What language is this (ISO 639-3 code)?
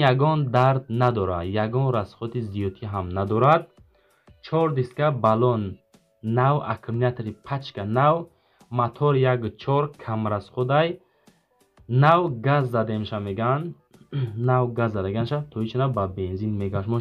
tgk